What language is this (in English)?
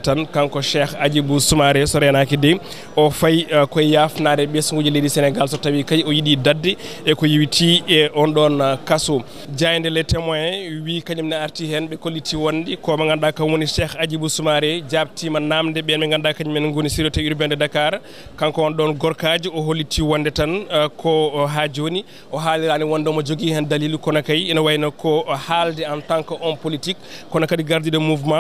Fula